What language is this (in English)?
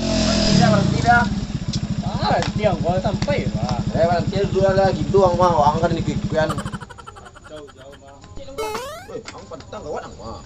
Minangkabau